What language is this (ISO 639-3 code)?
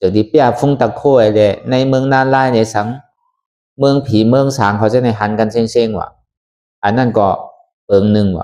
shn